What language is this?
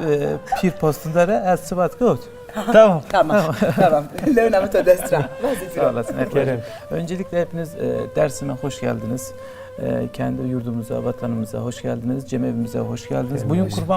Zaza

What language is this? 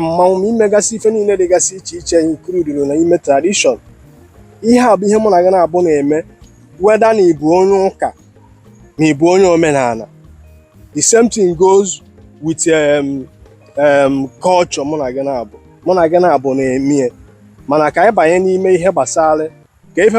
Igbo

